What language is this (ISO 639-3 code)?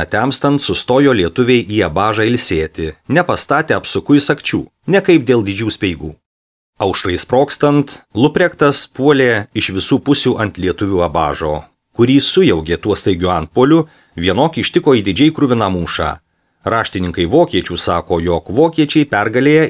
lit